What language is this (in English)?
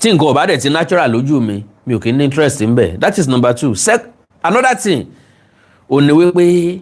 Yoruba